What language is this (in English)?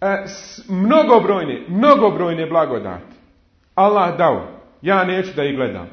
Bosnian